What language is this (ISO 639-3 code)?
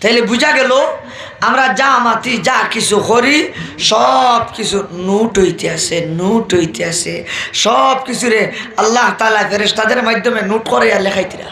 syl